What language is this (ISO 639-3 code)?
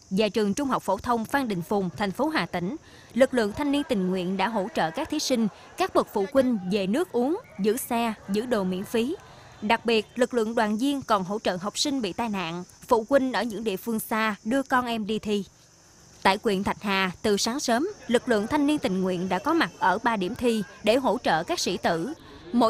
vie